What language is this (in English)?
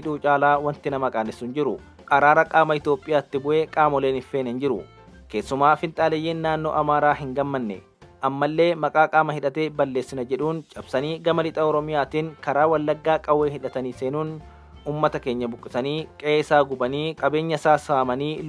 Oromo